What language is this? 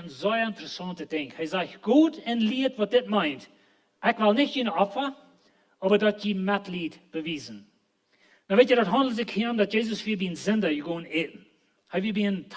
Plautdietsch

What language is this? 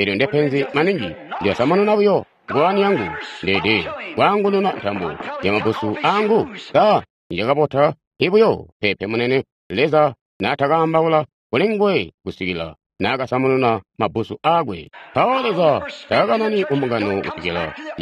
Tonga (Zambia)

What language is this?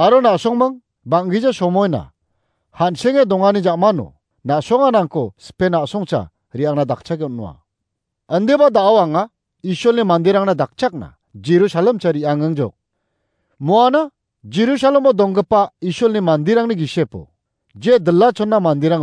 Garo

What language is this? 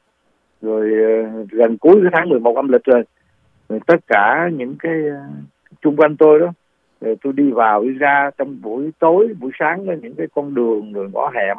Vietnamese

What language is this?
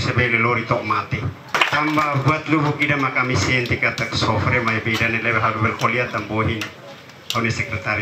Tetum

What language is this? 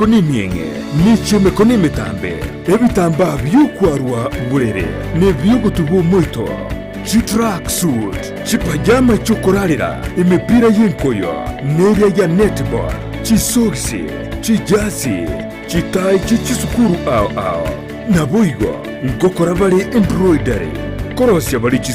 Gusii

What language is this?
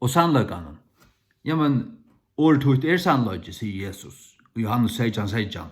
Faroese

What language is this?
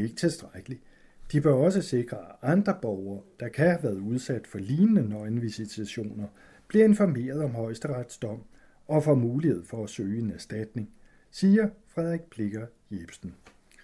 Danish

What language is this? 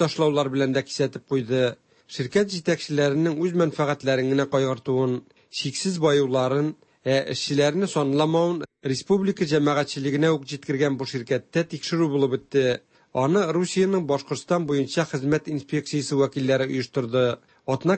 Tatar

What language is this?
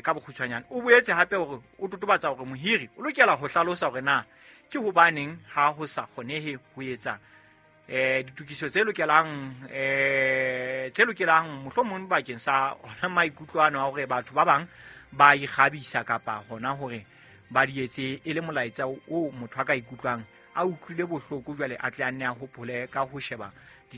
Southern Sotho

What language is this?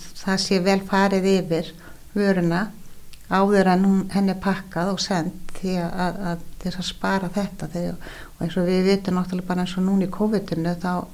Icelandic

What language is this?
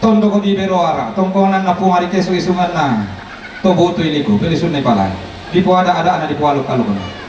Toraja-Sa'dan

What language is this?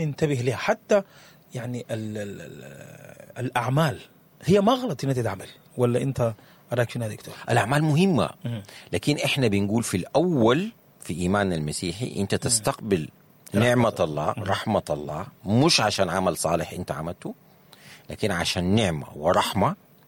Sudanese Arabic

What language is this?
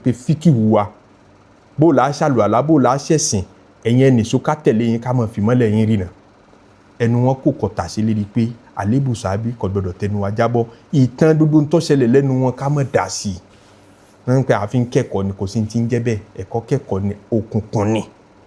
Yoruba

